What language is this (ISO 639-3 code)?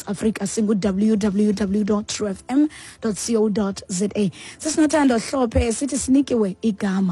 xho